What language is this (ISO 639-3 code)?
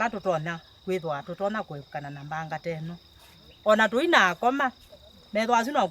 kam